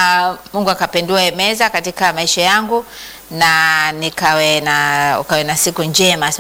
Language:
Swahili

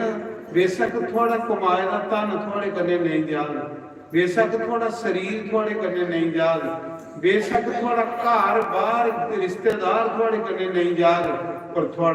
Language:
Dogri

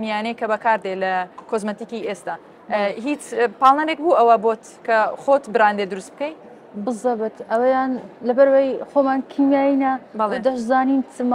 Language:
Central Kurdish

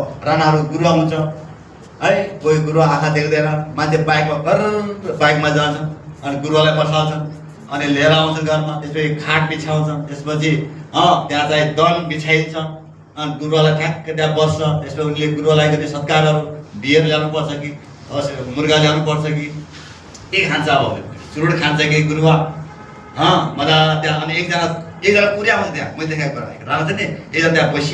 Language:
Nepali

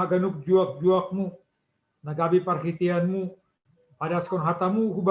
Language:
Batak Simalungun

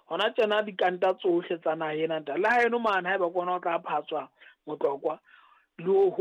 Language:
Southern Sotho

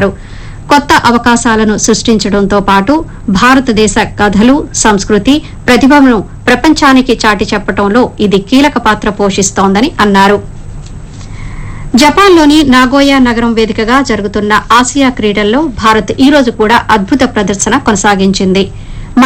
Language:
Telugu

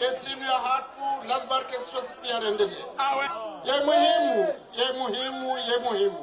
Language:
Ngazidja Comorian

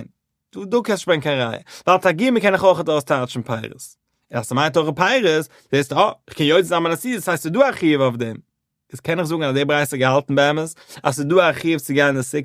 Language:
Yiddish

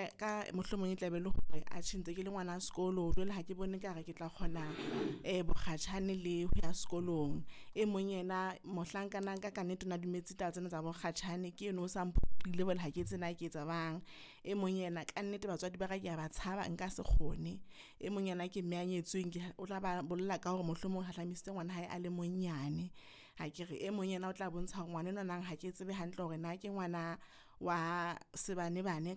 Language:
Southern Sotho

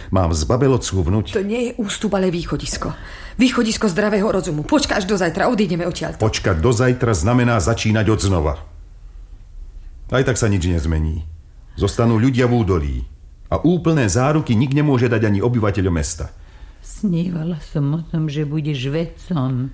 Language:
Slovak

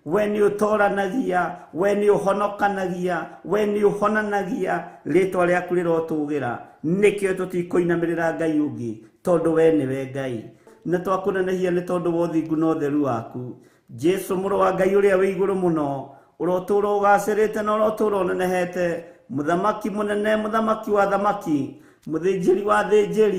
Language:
Kikuyu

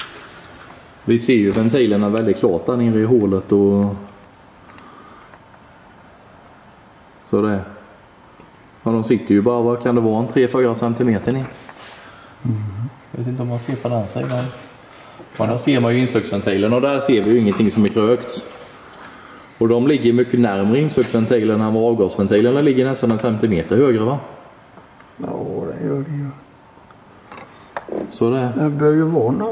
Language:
Swedish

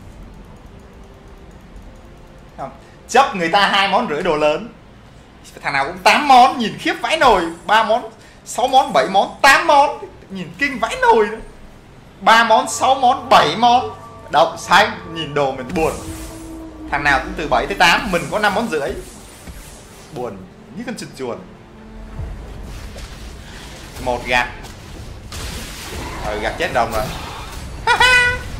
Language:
Vietnamese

